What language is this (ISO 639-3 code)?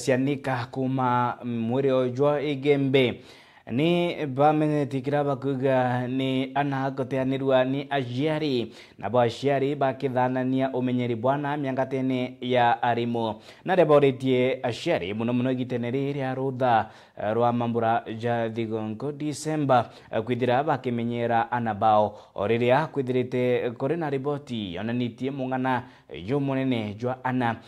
mer